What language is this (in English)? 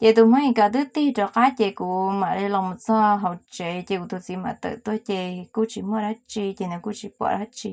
Hmong